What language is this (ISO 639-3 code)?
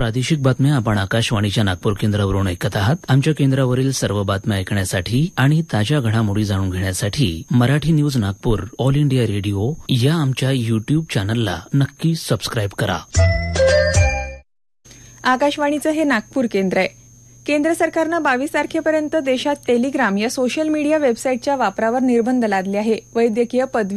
mar